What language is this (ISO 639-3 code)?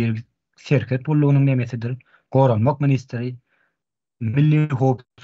tuk